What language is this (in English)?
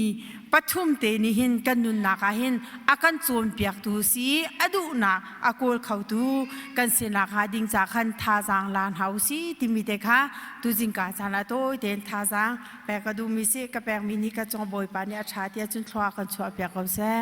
Hakha Chin